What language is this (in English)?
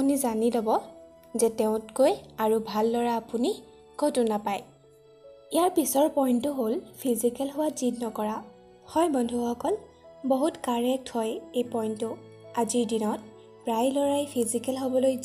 Assamese